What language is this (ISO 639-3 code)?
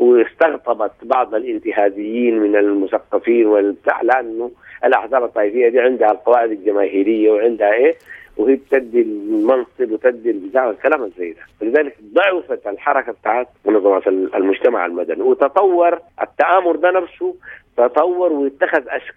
apd